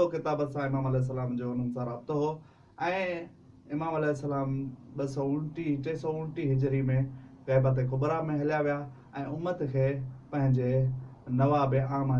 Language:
Sindhi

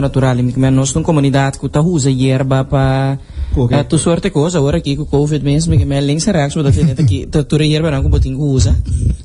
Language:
Papiamento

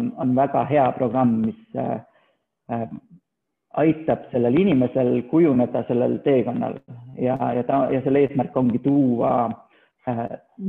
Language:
Estonian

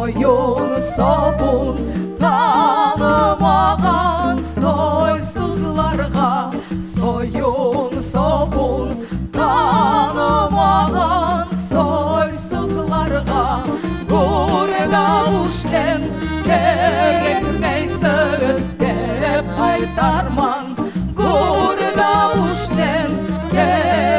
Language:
Crimean Tatar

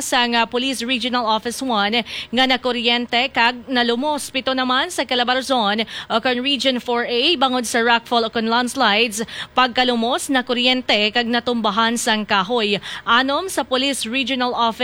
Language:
Hiligaynon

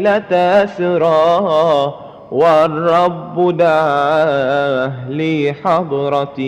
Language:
Madurese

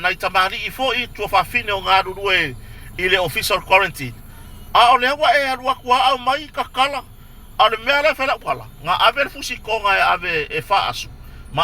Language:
Samoan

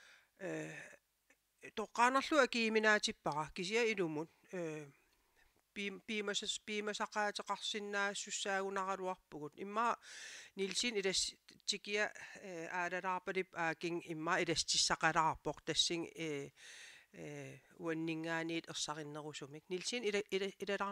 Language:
Kalaallisut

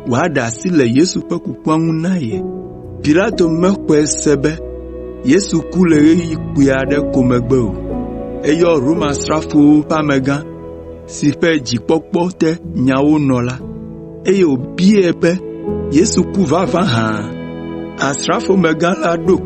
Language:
Ewe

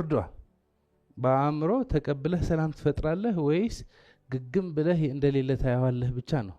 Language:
Amharic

